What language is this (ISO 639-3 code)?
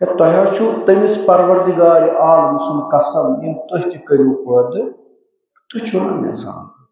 kas